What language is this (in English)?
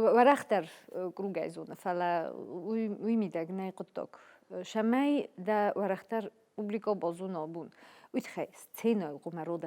Ossetic